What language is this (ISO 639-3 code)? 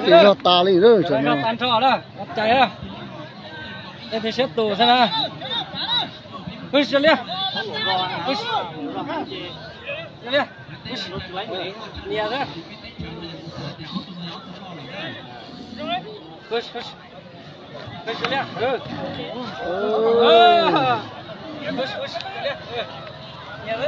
vie